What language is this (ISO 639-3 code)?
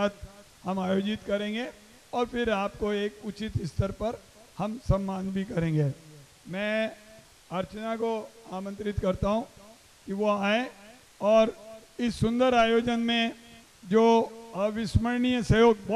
hin